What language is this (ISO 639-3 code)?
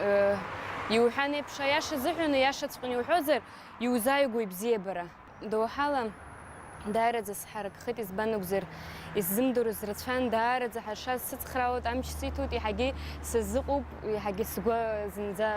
abk